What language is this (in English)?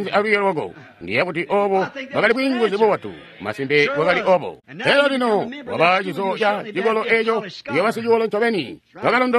Tonga (Zambia)